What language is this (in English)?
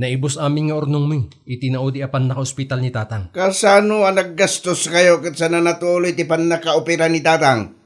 Iloko